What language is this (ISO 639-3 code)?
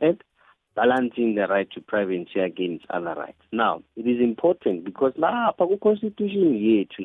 nbl